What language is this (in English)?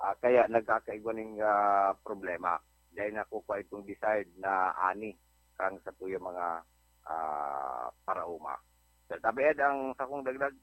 Bikol